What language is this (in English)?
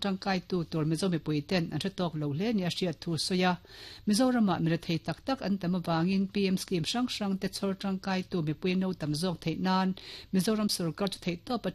Mizo